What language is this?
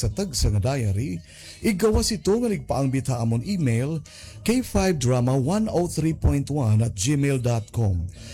Waray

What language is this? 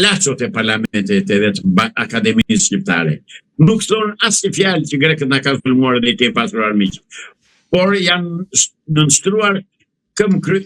Albanian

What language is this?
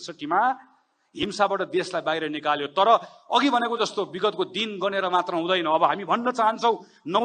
Nepali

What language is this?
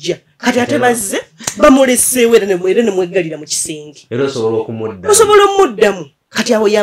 Ganda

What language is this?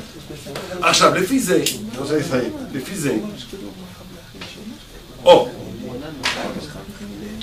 Hebrew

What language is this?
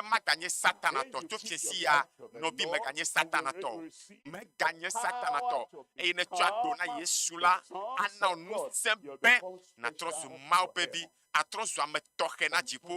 Ewe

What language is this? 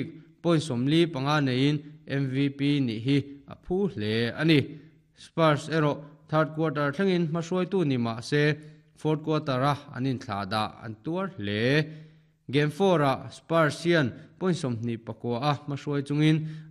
Mizo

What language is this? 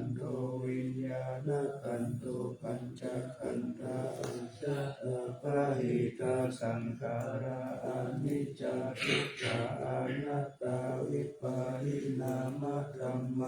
Pali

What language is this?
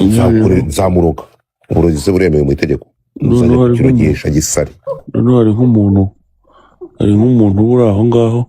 Kinyarwanda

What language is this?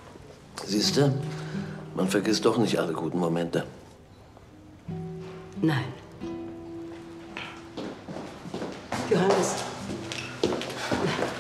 German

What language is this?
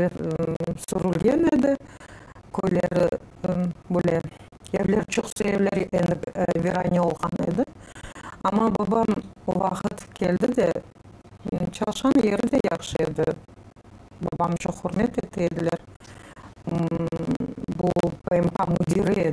Crimean Tatar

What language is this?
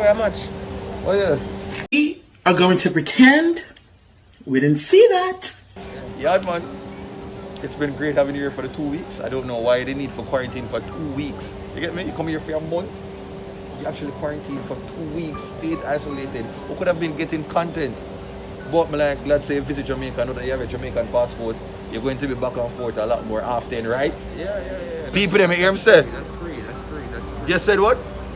Jamaican Creole English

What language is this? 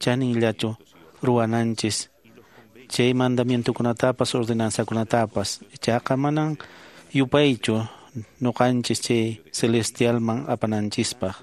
Quechua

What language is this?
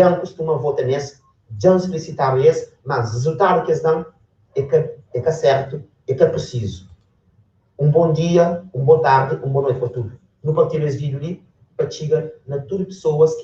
Kabuverdianu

